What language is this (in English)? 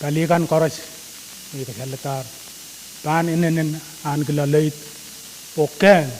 Pohnpeian